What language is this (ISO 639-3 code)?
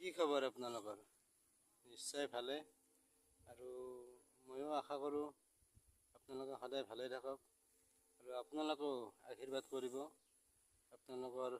asm